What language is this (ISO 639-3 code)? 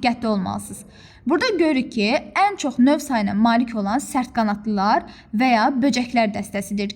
aze